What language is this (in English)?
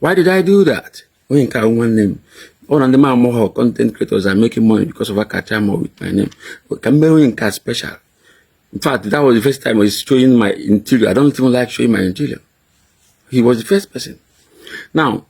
Igbo